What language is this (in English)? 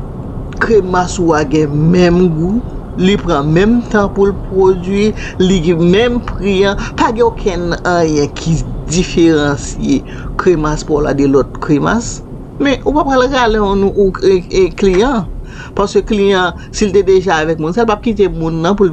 Haitian Creole